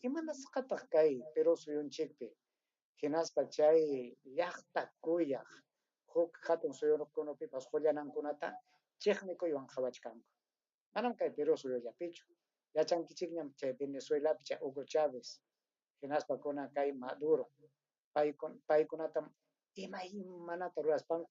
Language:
Ayacucho Quechua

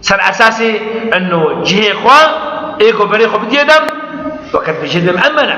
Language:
Kurdish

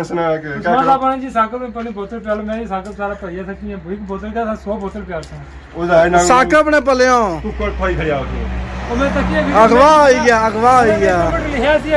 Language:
Pahari-Potwari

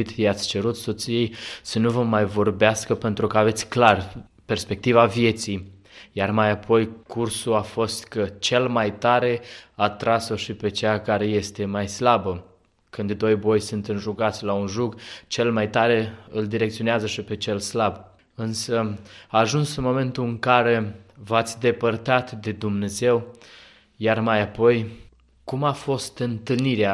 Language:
Romanian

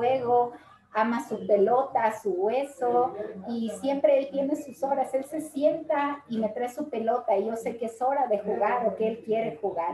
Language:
Spanish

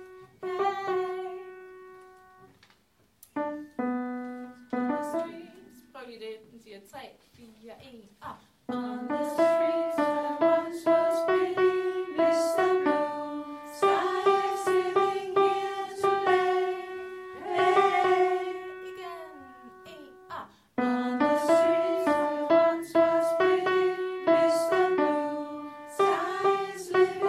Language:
Danish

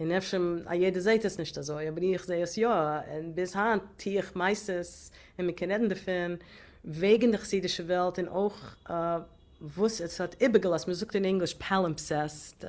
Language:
Yiddish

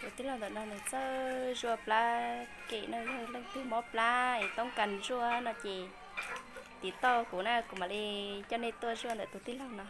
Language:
Hmong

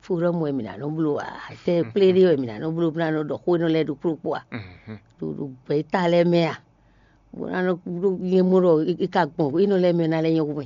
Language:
Fon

